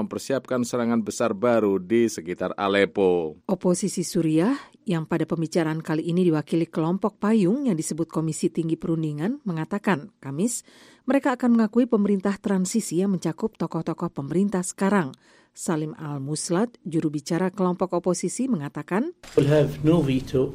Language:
Indonesian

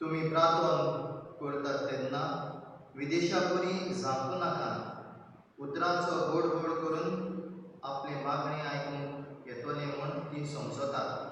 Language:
Konkani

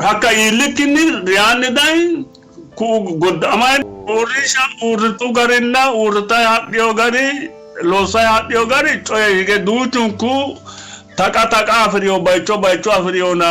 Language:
Sidamo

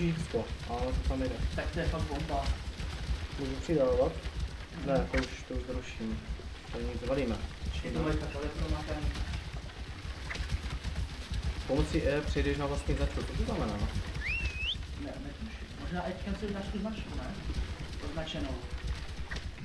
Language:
Czech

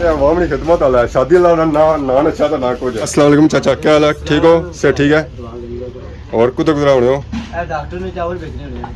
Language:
Pahari-Potwari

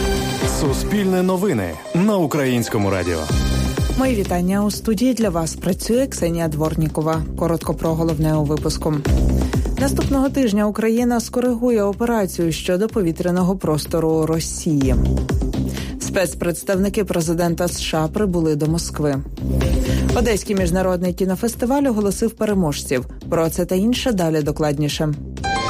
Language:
Ukrainian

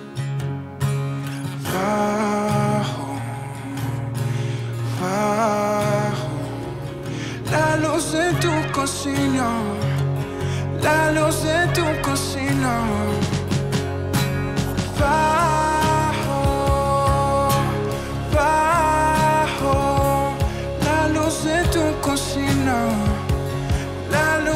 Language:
Spanish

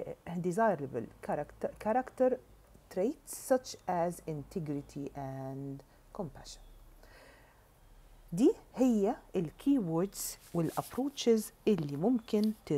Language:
Egyptian Arabic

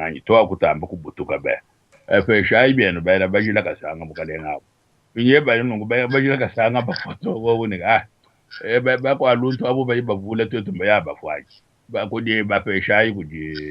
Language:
Luba-Lulua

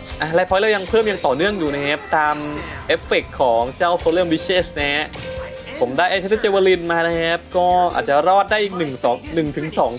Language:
Thai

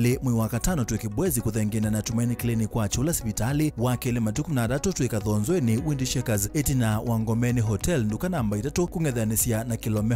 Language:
Kamba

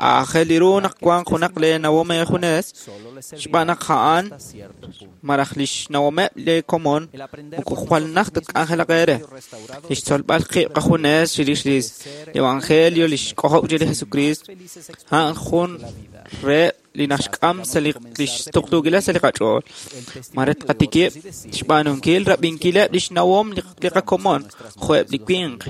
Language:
Kekchí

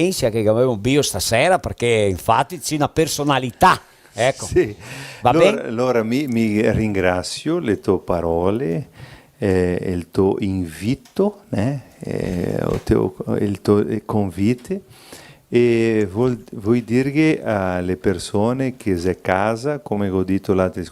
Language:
Venetian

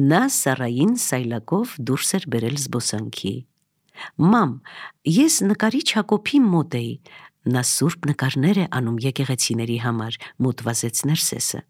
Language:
Armenian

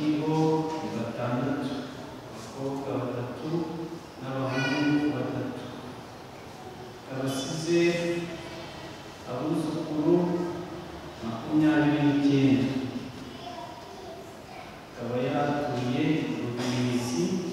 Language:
Kinyarwanda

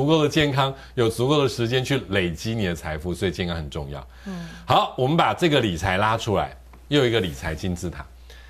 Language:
Chinese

